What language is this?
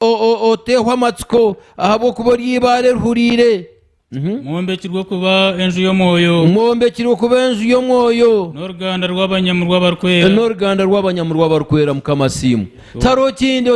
Nyankole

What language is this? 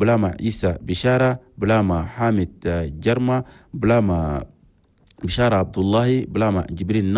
Chadian Arabic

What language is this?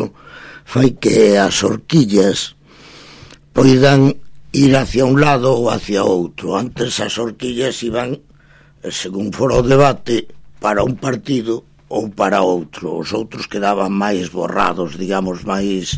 Galician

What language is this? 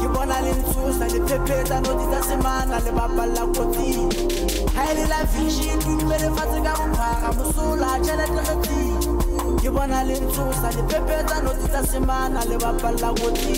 Southern Sotho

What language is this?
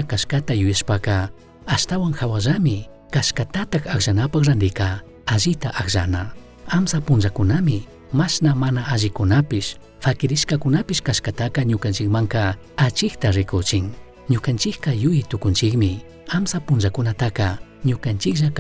Chimborazo Highland Quichua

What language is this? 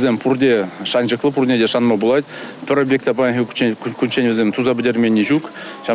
Chuvash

